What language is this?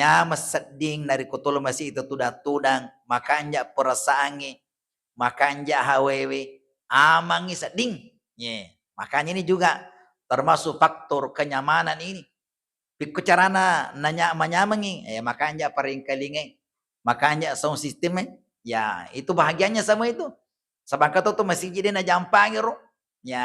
Buginese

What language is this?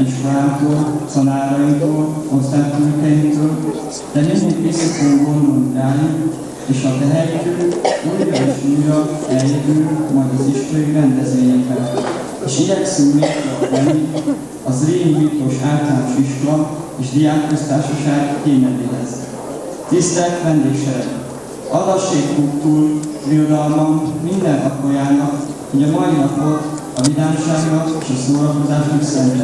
Hungarian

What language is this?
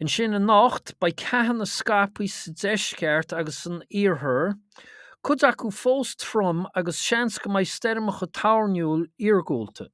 Irish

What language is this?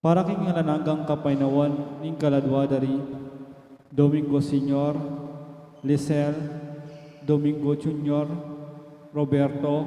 Pampanga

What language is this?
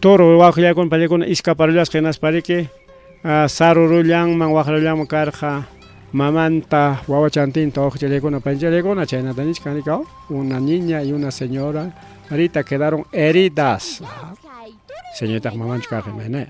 Ayacucho Quechua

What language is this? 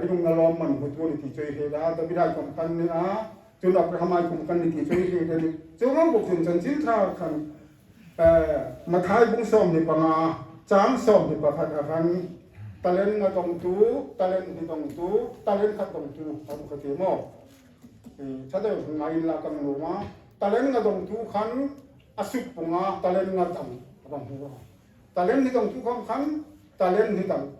Hmar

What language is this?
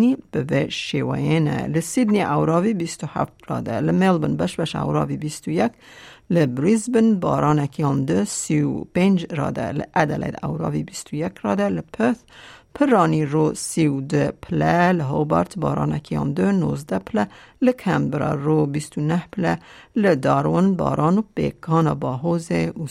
Kurdish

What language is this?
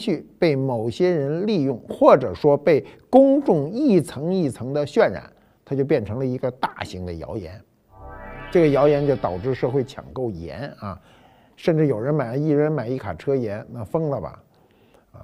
Chinese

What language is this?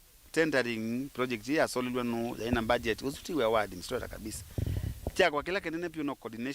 Kamba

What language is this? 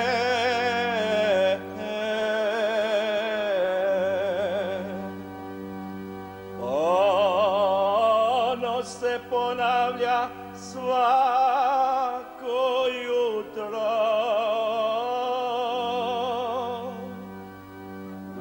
Croatian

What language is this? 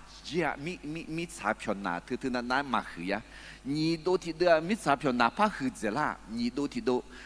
Akha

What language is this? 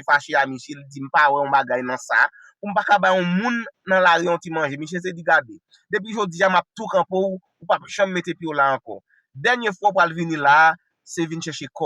Haitian Creole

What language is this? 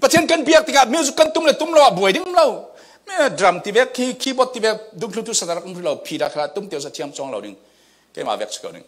Falam Chin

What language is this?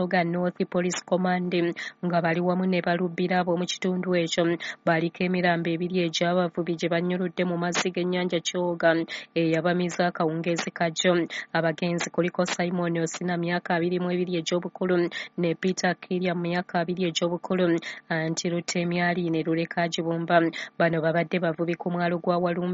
Ganda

